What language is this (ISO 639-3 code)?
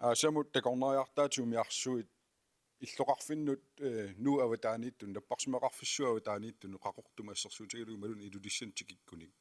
kal